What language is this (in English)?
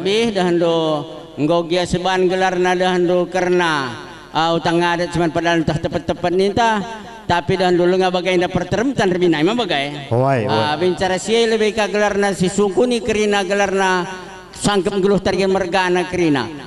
Batak Karo